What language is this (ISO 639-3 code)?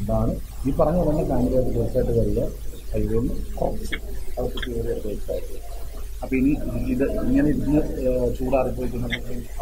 mal